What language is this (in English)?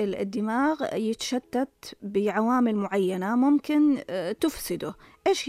Najdi Arabic